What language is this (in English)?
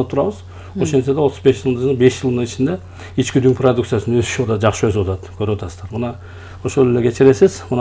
Kyrgyz